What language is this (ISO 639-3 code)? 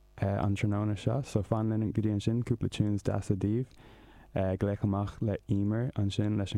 gle